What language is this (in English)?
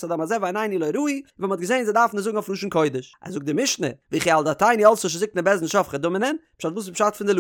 Yiddish